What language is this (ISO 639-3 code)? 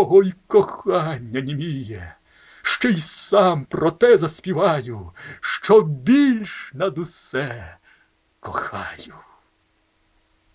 ukr